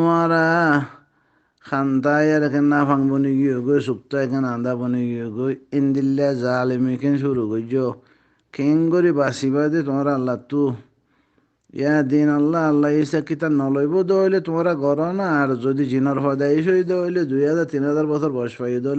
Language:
Rohingya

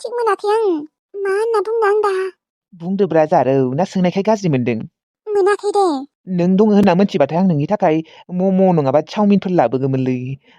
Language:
Bodo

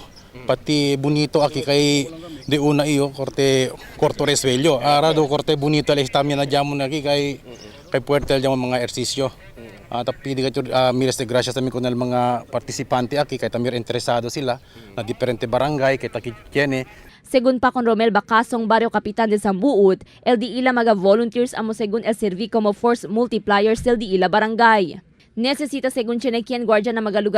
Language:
Chavacano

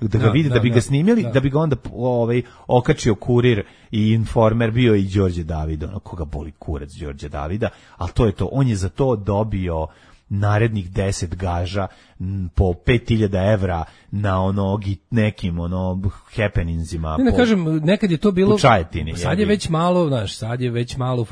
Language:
Serbian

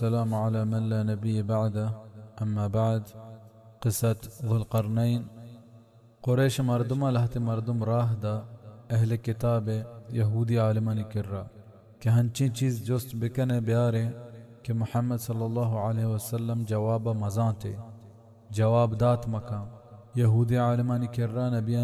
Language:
Baluchi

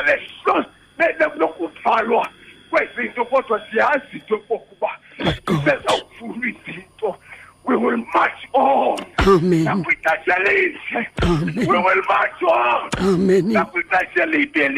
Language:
Xhosa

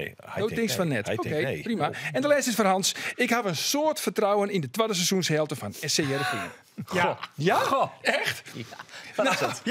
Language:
Western Frisian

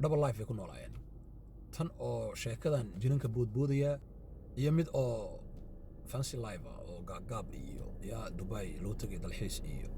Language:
Somali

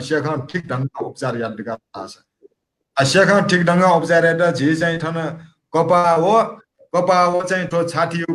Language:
Newari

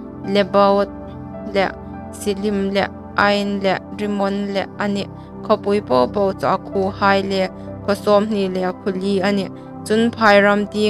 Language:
Hmar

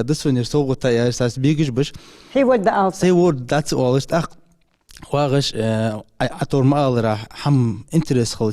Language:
Ingush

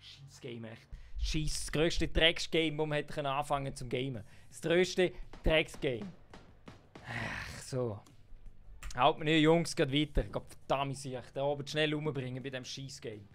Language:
Swiss German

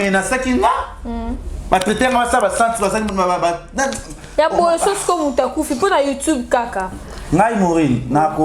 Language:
Lingala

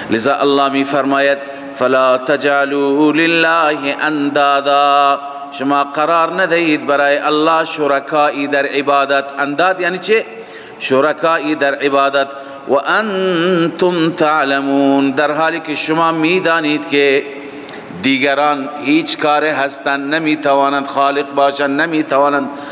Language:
Persian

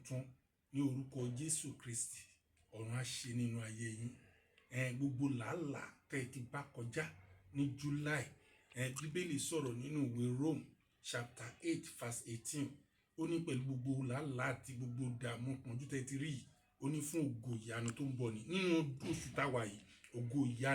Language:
Yoruba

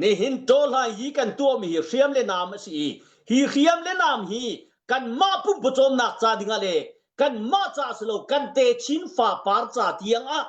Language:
Hakha Chin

